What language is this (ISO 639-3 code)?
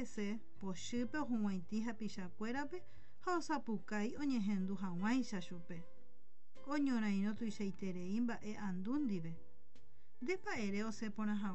grn